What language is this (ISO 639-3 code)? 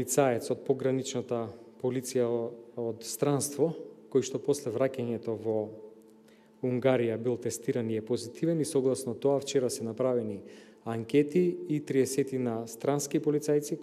mkd